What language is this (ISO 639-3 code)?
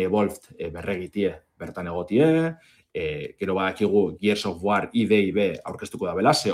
eus